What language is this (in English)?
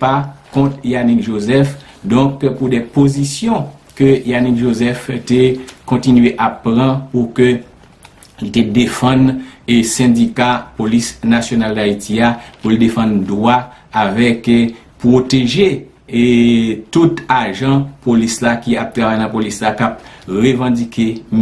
Haitian Creole